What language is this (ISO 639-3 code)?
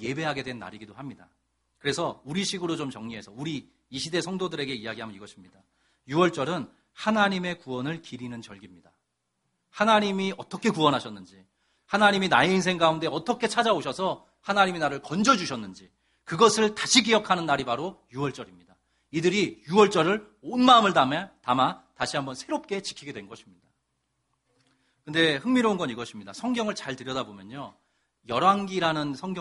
kor